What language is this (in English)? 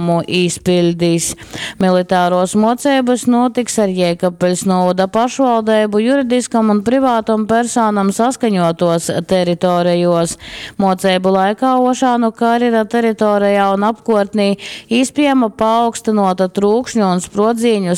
Latgalian